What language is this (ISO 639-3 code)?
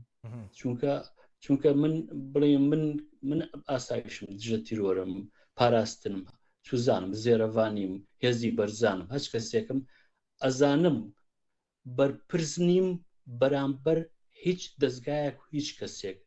ckb